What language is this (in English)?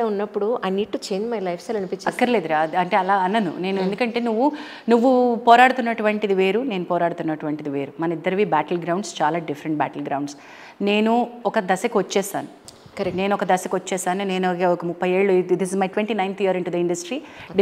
Telugu